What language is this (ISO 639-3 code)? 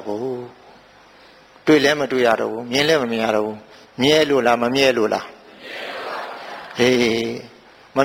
mya